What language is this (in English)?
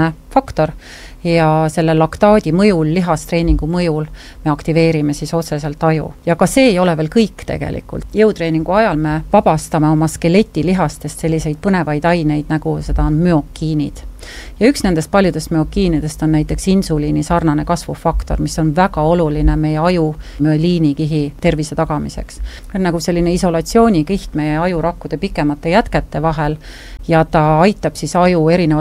Estonian